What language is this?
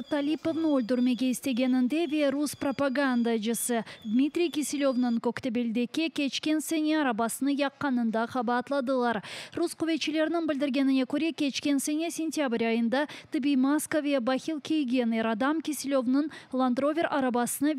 Crimean Tatar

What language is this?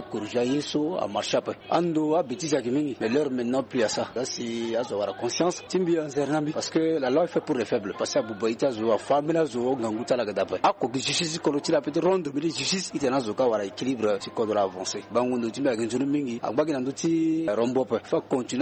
Sango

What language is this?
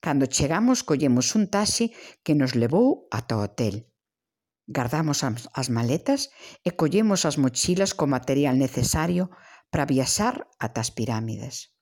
Galician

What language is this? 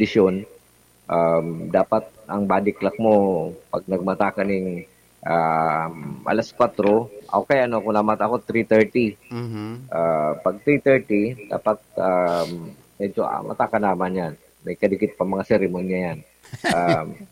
Bikol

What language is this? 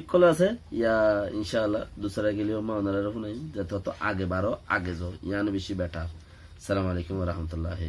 Rohingya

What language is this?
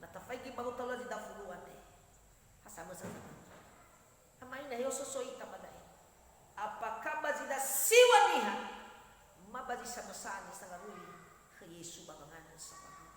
Nias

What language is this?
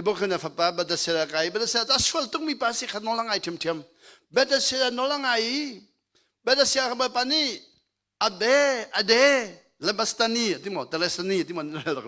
Hakha Chin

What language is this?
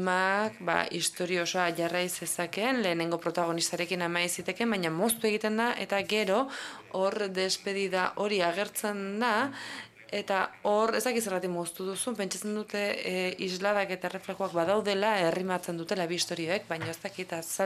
Basque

